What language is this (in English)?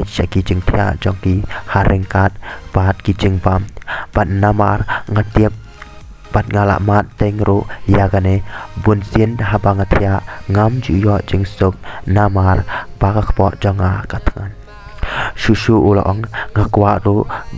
Khasi